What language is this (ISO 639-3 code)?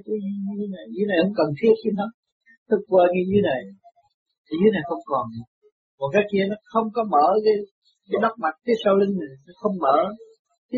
vie